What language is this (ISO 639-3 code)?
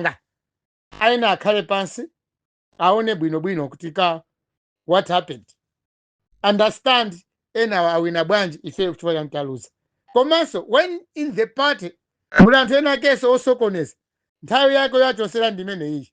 nya